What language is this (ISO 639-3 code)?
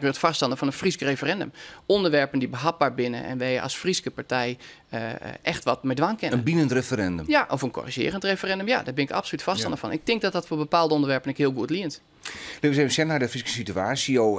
fry